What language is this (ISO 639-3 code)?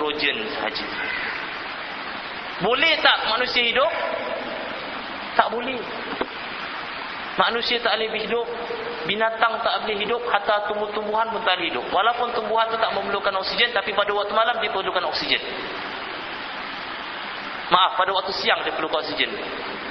msa